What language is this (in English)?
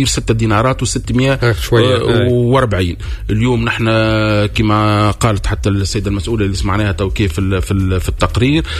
Tunisian Arabic